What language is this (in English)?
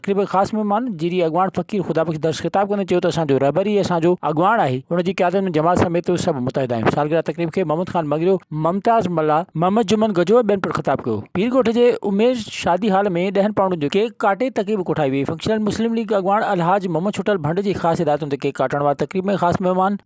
Sindhi